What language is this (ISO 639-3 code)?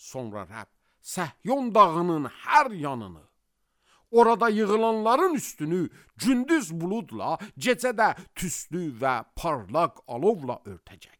aze